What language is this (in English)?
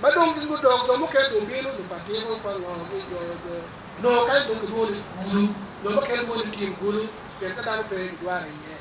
Acoli